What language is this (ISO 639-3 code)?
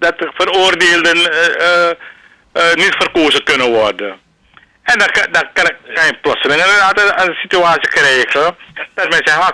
nld